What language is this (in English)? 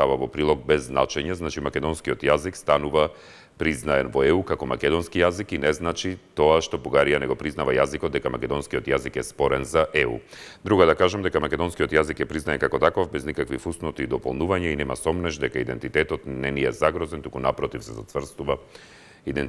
Macedonian